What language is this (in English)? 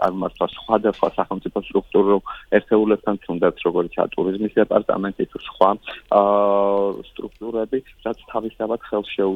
Georgian